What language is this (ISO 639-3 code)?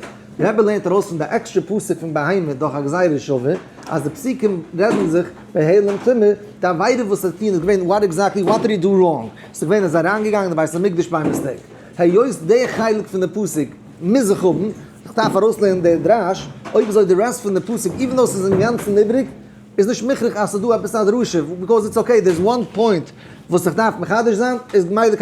yid